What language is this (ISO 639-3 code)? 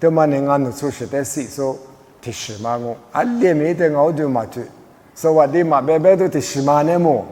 lis